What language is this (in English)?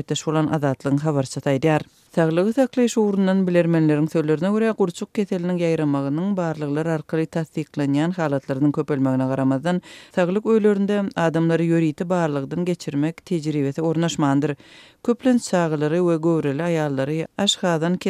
Turkmen